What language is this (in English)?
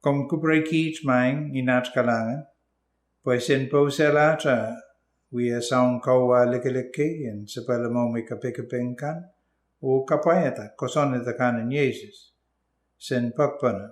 Pohnpeian